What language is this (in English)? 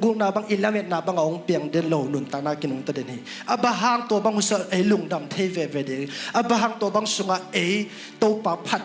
Tedim Chin